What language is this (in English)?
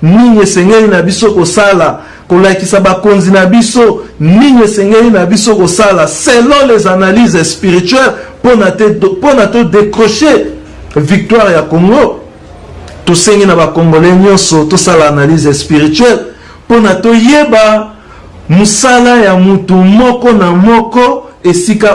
Lingala